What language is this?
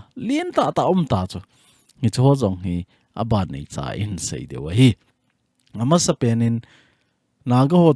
Thado Chin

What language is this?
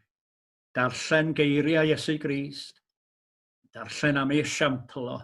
Welsh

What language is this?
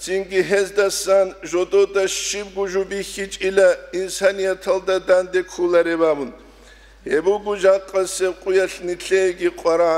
Avaric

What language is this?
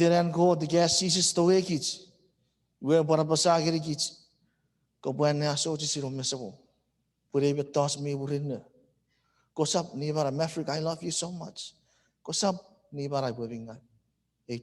Chuukese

